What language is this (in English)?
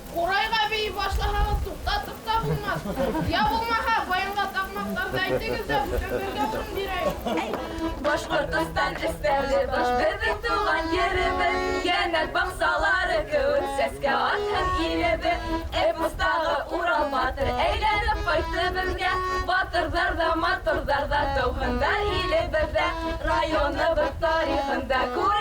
Bashkir